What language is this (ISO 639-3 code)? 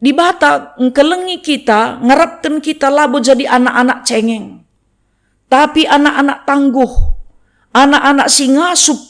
btx